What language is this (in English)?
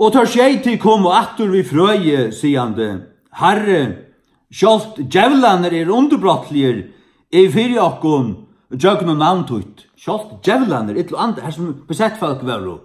Faroese